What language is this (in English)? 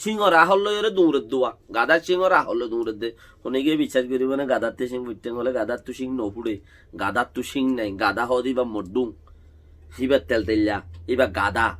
Rohingya